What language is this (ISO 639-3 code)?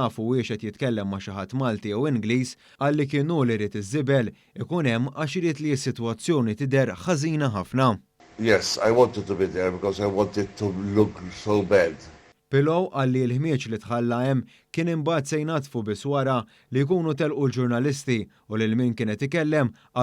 mlt